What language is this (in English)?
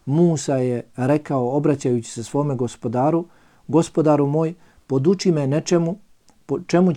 Bosnian